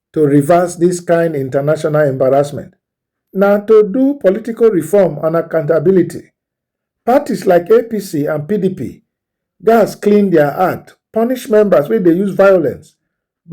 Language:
Nigerian Pidgin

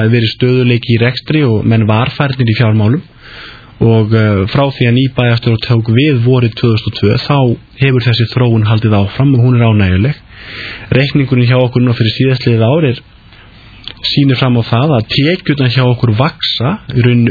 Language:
Icelandic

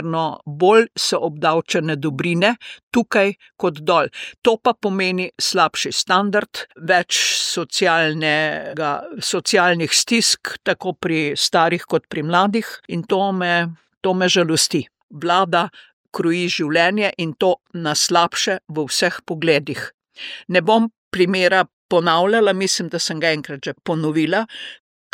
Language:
Slovenian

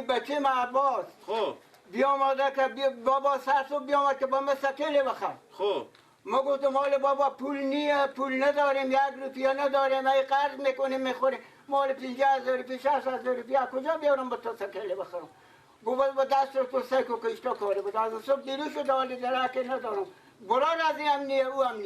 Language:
Persian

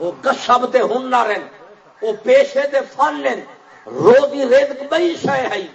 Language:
Saraiki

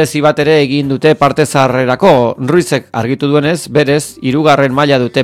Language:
Basque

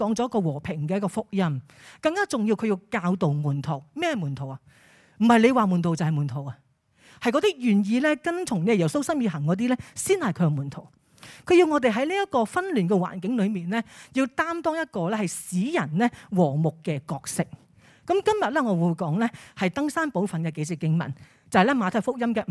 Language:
Cantonese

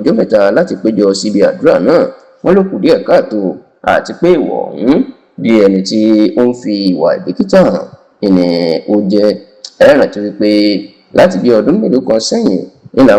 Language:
Yoruba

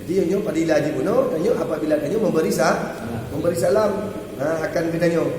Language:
Achinese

